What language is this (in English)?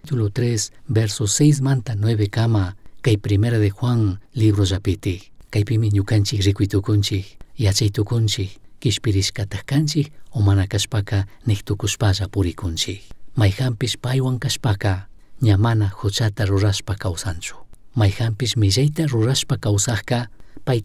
Chimborazo Highland Quichua